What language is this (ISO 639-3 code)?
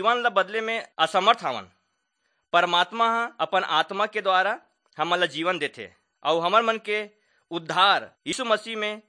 hne